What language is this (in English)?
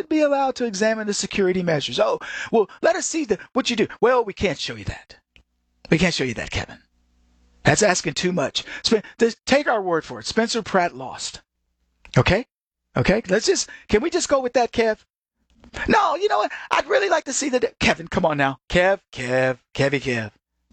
English